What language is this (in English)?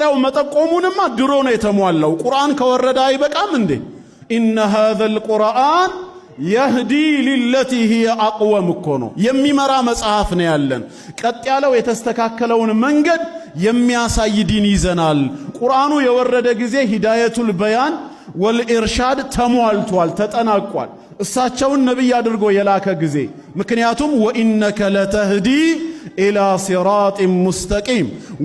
Amharic